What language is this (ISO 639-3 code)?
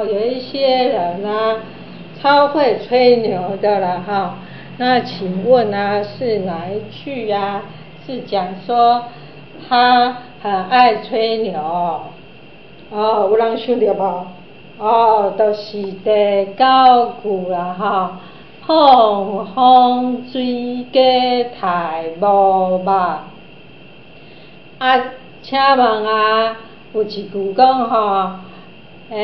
nan